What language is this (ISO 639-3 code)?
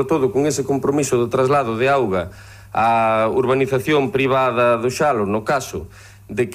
glg